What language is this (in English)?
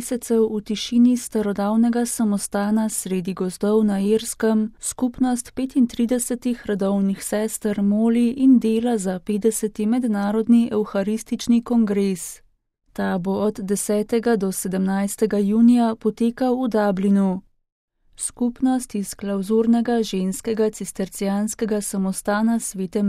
Slovenian